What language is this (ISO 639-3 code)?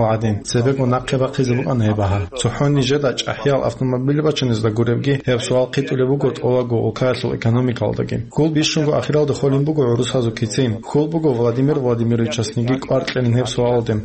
ava